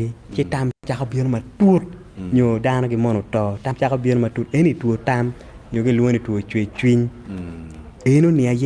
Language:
Acoli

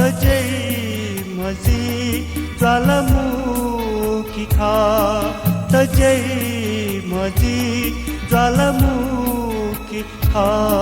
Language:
Newari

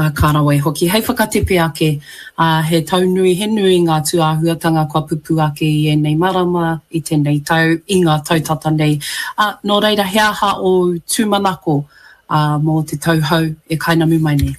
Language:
Māori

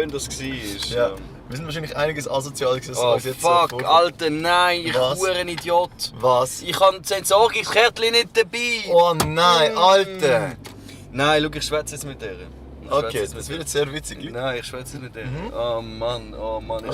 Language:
Swiss German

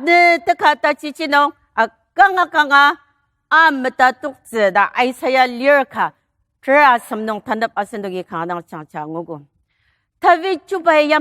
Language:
Ao Naga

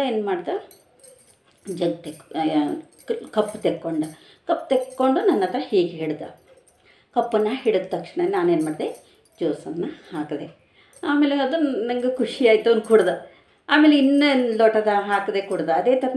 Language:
Kannada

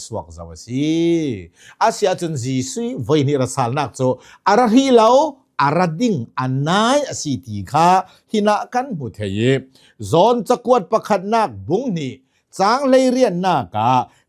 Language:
Hakha Chin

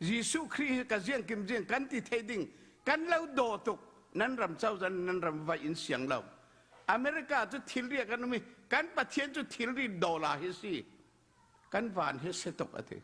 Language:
Falam Chin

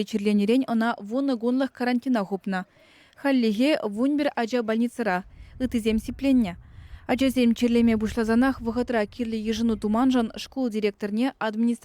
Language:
Chuvash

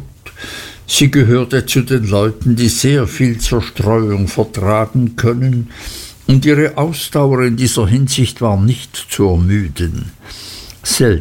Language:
German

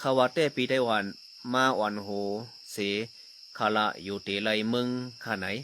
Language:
Shan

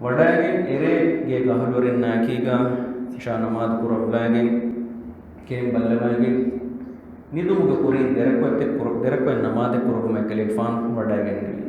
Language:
Divehi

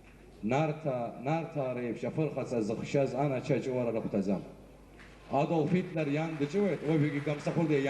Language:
Abkhazian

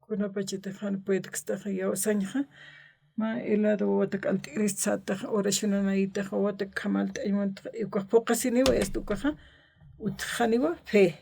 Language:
Aymara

